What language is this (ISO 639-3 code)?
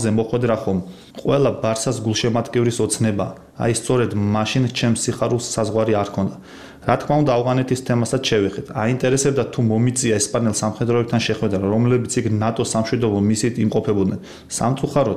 kat